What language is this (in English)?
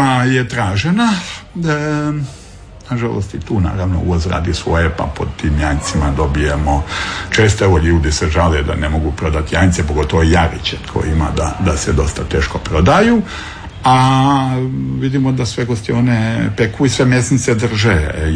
Croatian